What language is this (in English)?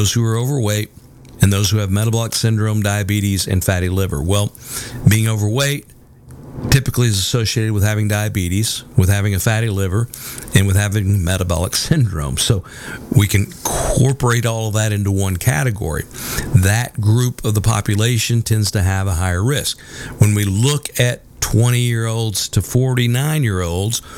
English